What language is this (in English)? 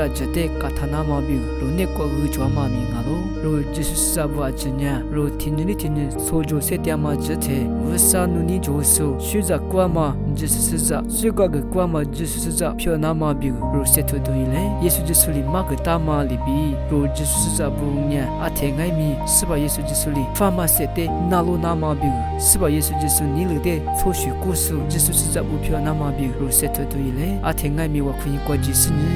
Lisu